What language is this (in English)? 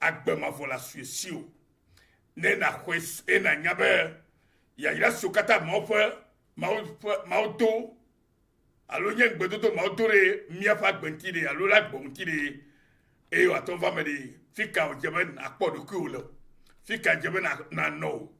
Ewe